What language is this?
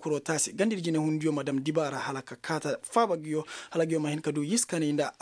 Koyraboro Senni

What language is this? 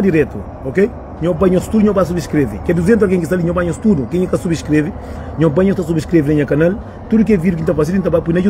Kabuverdianu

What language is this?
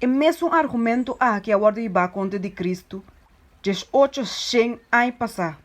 Papiamento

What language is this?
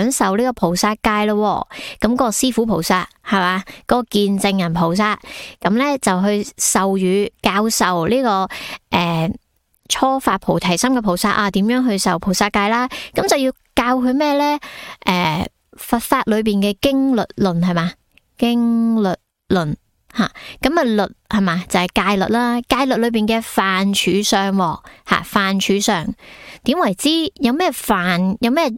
Cantonese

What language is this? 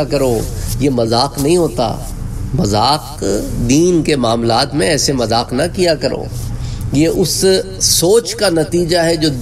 Urdu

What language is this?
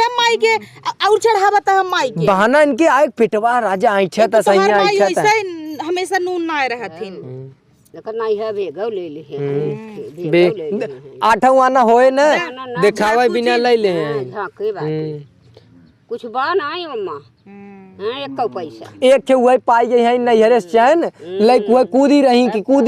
Awadhi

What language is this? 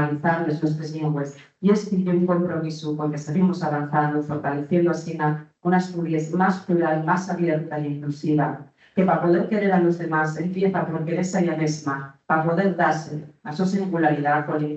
Asturian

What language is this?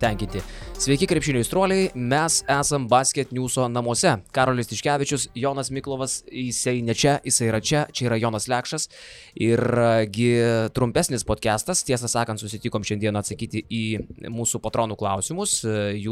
Lithuanian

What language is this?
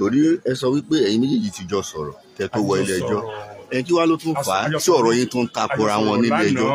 Yoruba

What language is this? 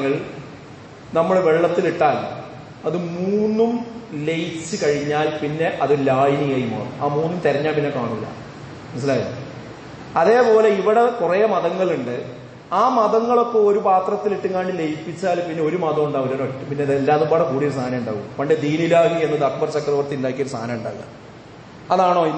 Malayalam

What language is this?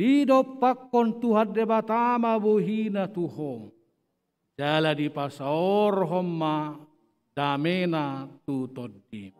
Batak Toba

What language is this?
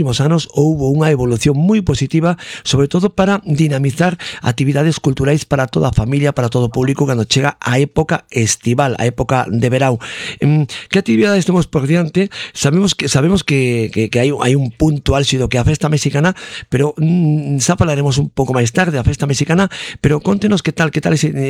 Galician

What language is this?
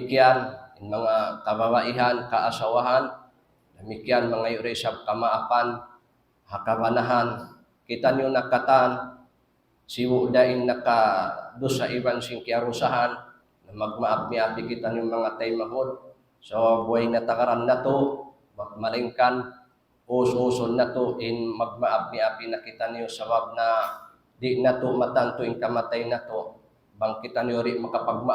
Tausug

